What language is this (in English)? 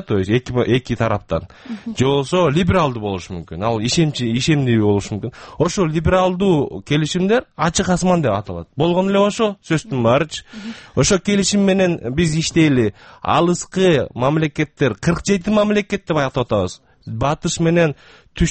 Kyrgyz